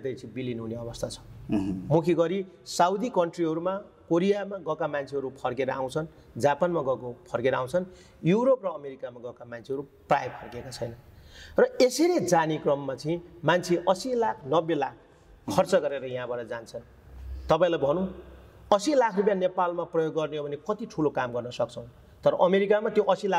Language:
Nepali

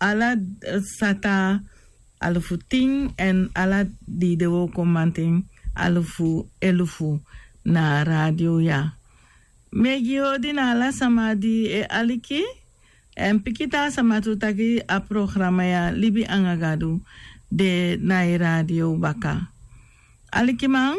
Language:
Sranan Tongo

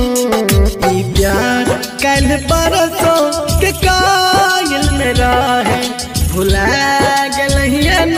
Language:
Bhojpuri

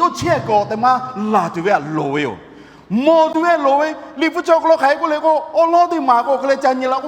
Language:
Lahu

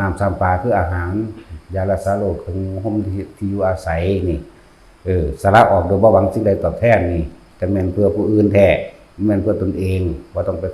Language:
Northeastern Thai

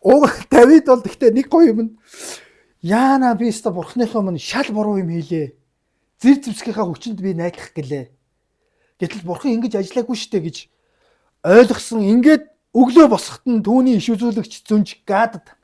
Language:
Mongolian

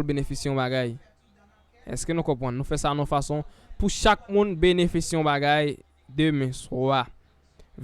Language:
Haitian Creole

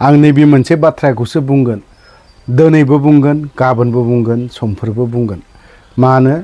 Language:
Bodo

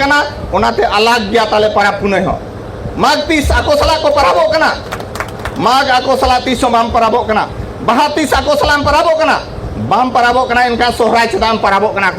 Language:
Santali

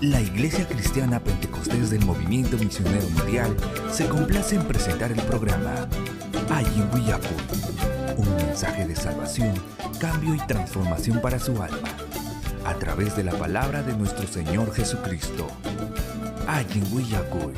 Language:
Ayacucho Quechua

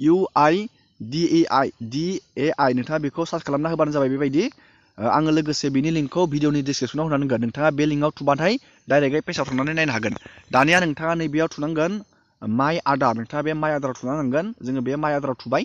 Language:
Bodo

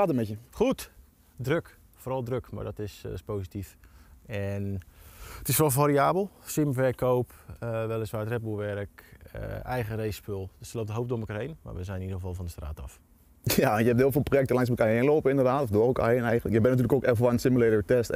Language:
Dutch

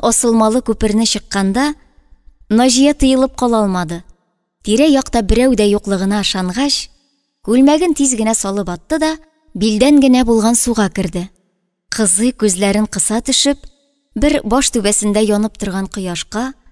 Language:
Tatar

